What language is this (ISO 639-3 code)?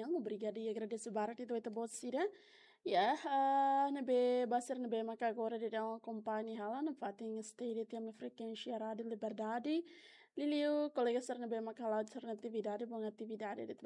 tet